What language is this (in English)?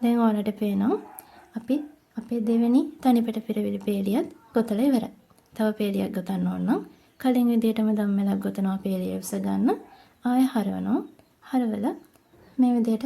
Sinhala